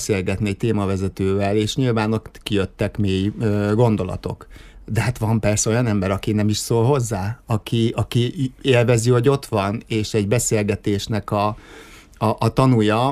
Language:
Hungarian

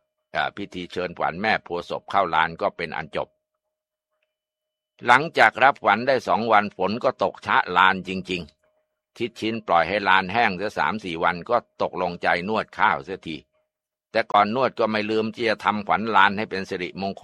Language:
Thai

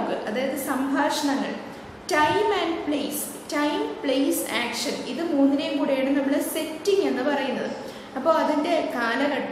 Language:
Malayalam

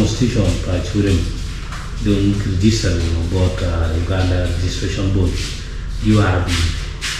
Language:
Acoli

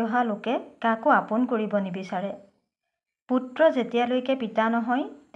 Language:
Assamese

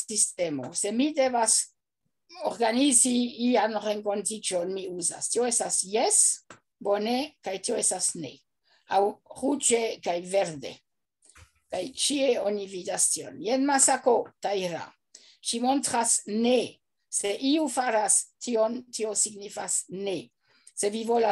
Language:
Esperanto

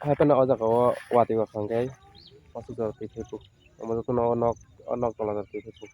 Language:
Kok Borok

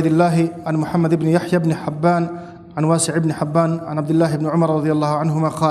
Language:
Persian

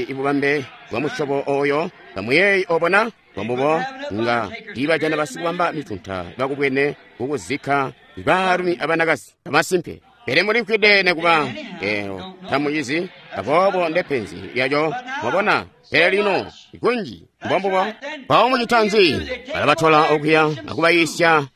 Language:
Tonga (Zambia)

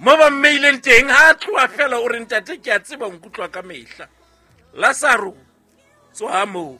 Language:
Southern Sotho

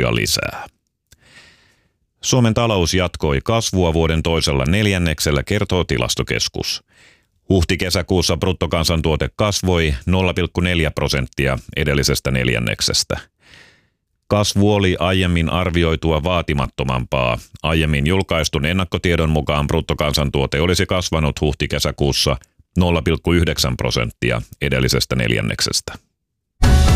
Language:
Finnish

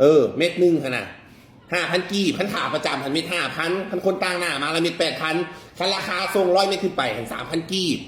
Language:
Northeastern Thai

